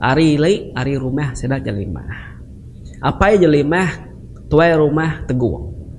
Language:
Iban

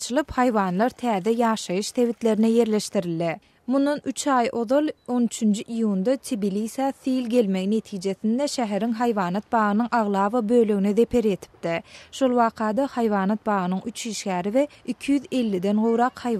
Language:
Turkmen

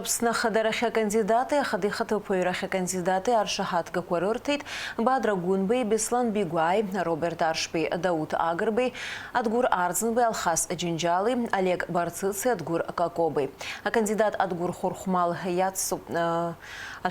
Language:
Abkhazian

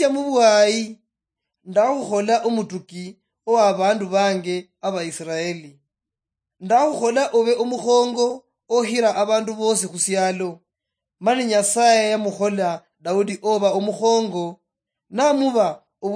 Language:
Luyia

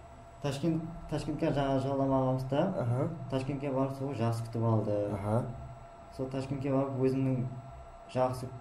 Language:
Kara-Kalpak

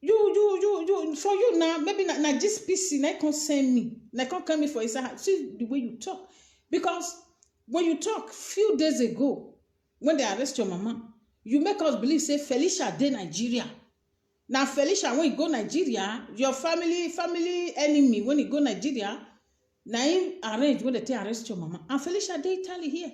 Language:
Nigerian Pidgin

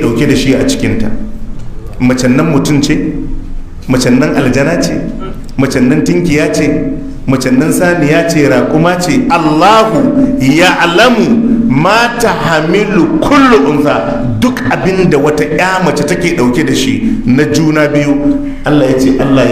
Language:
Hausa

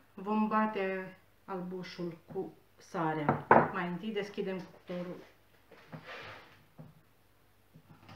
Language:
Romanian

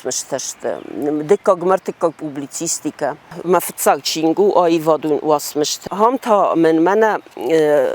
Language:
Ossetic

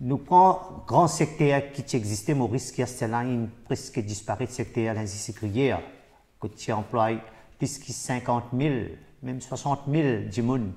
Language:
Morisyen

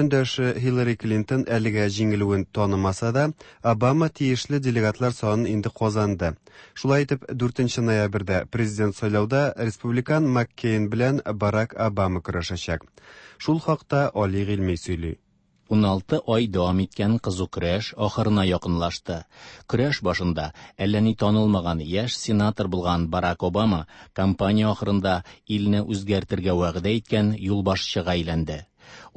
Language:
Tatar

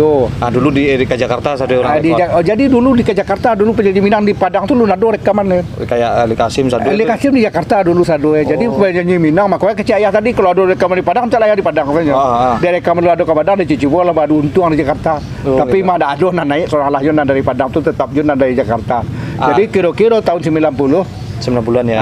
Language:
Minangkabau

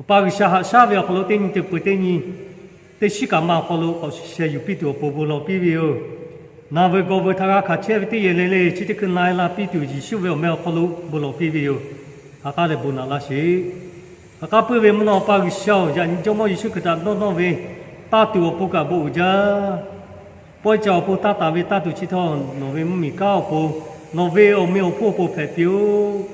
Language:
Lahu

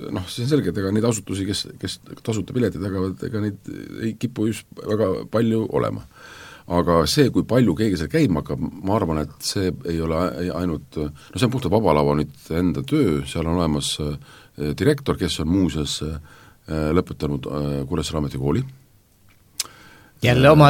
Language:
Estonian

